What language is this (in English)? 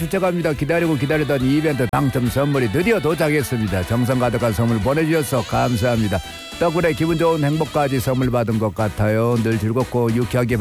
Korean